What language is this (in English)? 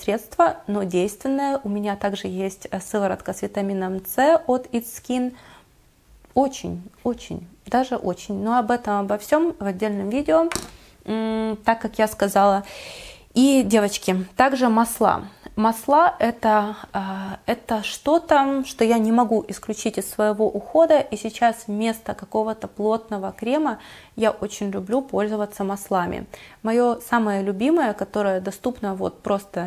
Russian